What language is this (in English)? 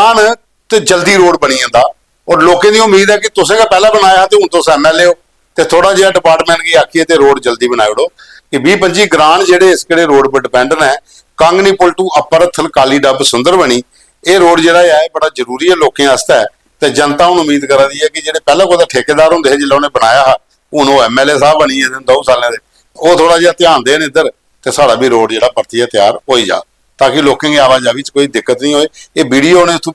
Dogri